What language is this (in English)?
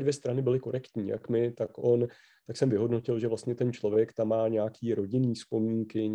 Czech